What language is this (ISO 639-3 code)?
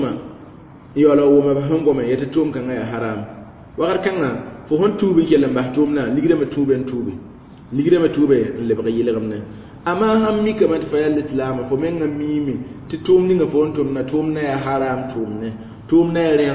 mos